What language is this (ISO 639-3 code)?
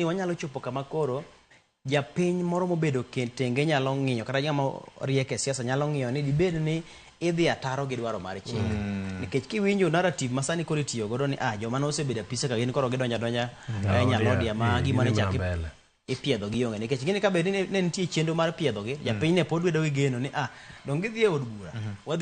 luo